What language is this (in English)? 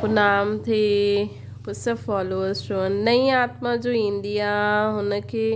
Sindhi